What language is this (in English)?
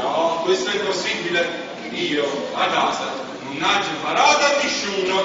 Neapolitan